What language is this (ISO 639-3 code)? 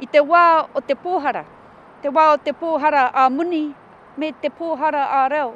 mri